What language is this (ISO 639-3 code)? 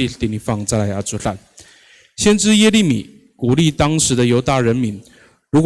ami